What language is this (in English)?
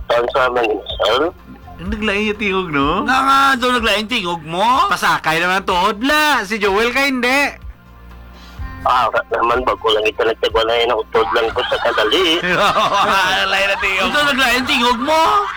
Hiligaynon